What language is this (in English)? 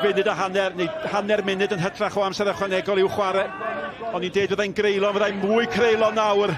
Welsh